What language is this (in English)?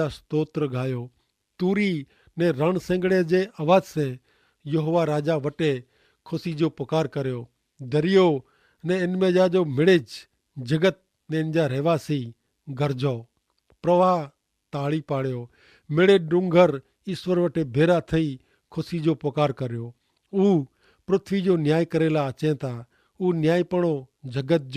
Kachhi